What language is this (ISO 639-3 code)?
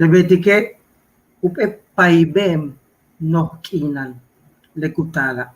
yua